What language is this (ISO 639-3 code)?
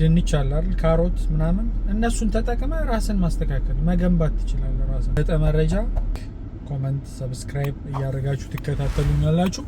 amh